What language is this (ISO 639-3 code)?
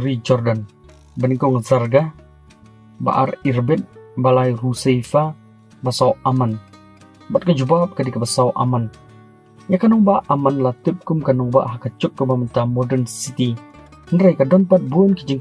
kha